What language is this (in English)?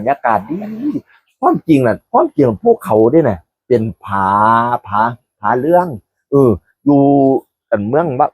Northeastern Thai